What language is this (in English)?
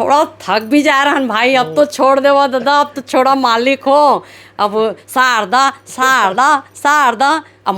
Chhattisgarhi